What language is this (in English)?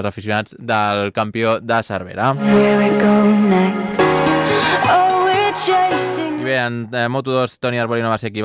Catalan